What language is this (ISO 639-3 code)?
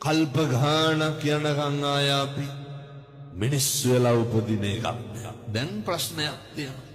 sin